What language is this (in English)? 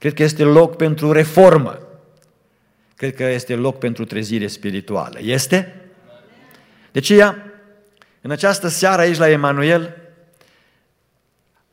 Romanian